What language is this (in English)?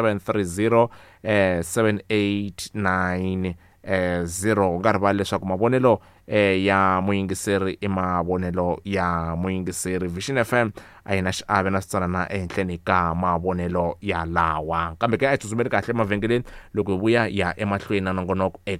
Tsonga